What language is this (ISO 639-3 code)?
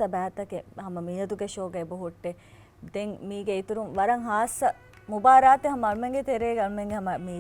div